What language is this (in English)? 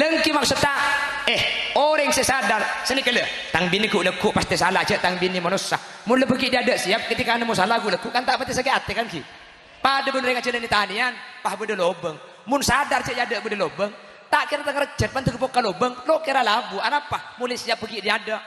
Madurese